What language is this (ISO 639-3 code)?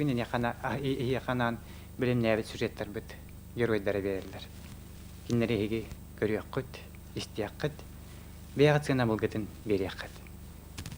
sah